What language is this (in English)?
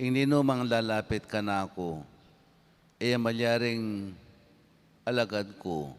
Pampanga